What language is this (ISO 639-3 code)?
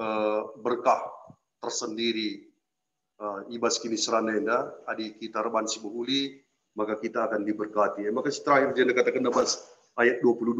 btx